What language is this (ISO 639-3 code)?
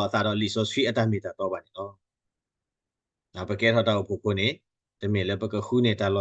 ksw